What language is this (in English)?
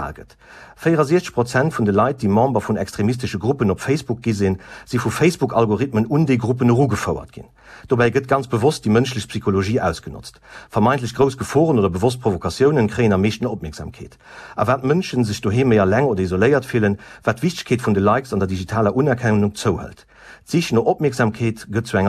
Luxembourgish